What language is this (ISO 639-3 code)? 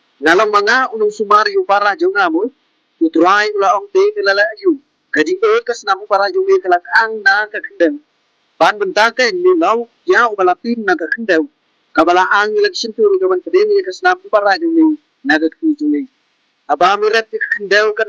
kha